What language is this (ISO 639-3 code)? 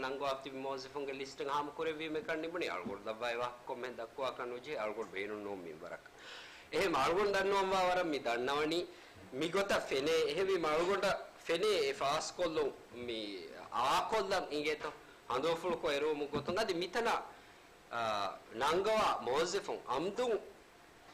div